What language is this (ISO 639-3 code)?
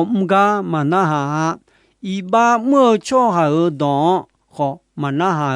ahk